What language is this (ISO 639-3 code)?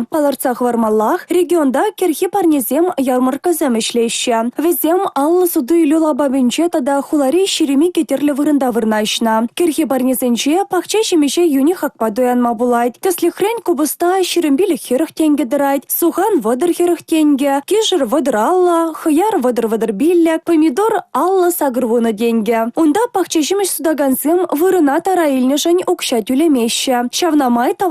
chv